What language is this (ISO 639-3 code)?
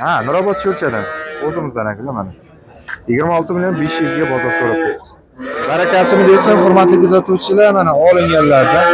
uzb